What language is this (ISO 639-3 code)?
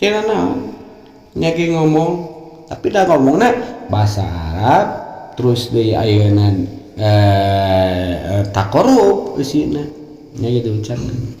sun